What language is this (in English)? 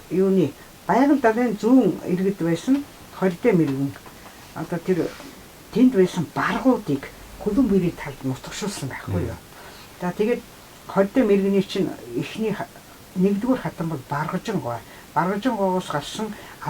Mongolian